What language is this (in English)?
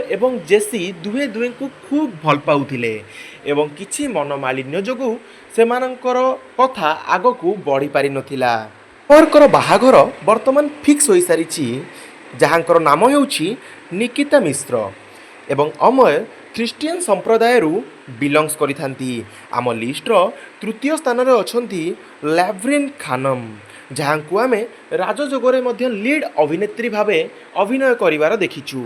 Odia